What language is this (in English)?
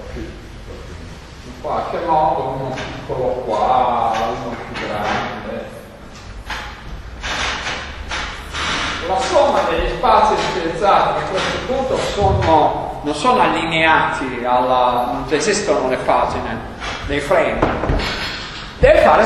Italian